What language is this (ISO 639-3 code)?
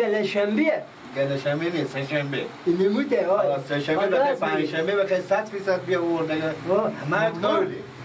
fas